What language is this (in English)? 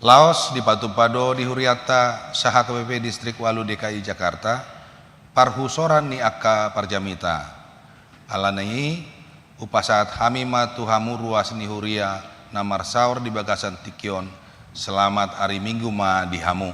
Batak Toba